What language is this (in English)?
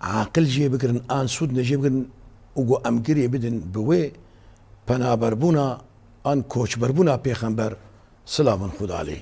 Kurdish